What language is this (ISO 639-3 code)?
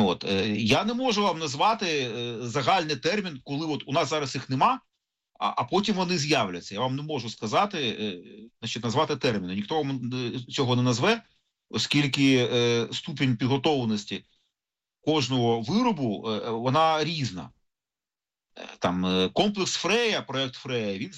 ukr